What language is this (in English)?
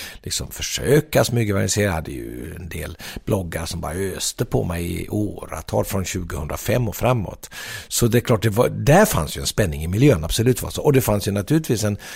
Swedish